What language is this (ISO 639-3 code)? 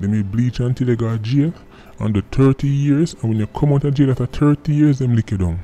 jam